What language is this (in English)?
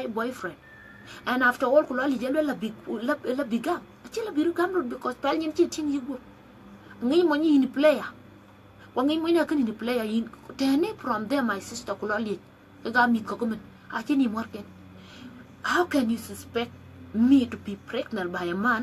Dinka